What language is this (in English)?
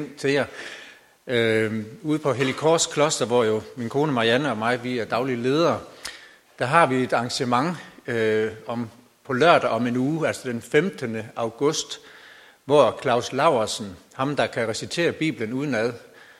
Danish